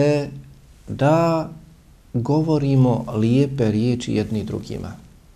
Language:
Bosnian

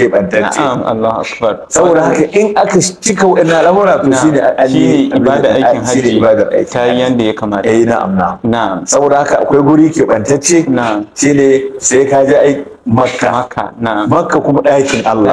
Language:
Hausa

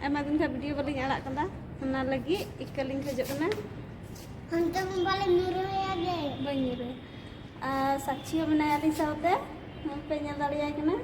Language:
Santali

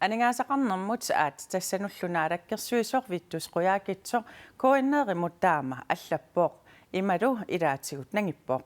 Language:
Kalaallisut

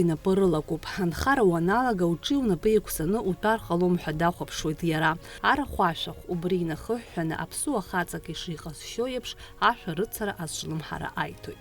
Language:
Abkhazian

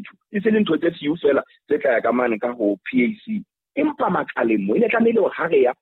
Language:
Southern Sotho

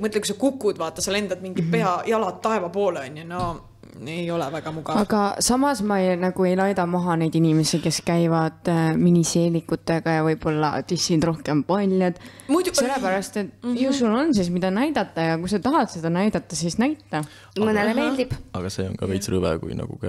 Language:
Estonian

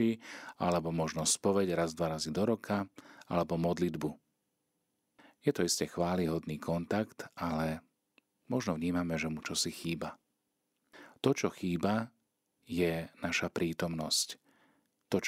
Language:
Slovak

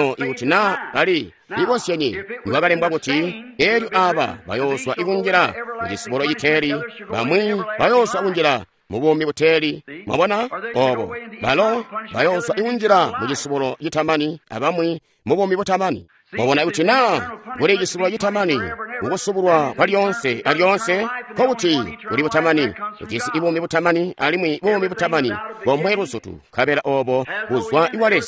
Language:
Tonga (Zambia)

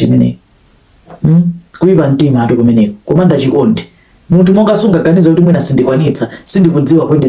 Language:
Nyanja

